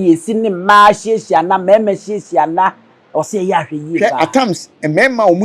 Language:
Akan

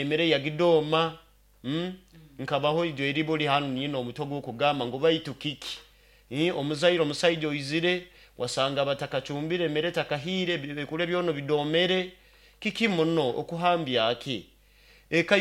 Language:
Nyoro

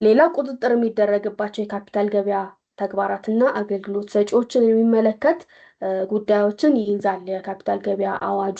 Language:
Amharic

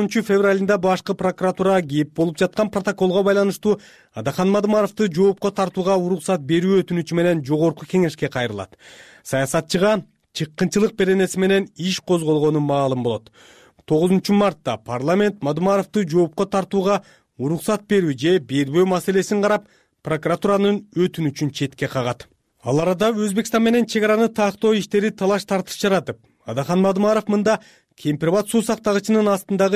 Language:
Kyrgyz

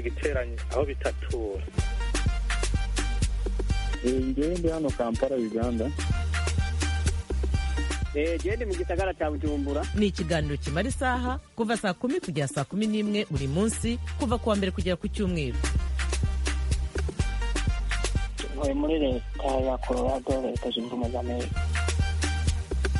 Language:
Kinyarwanda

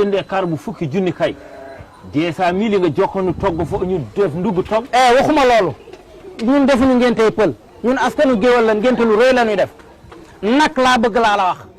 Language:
Wolof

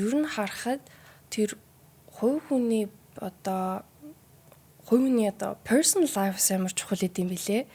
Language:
Mongolian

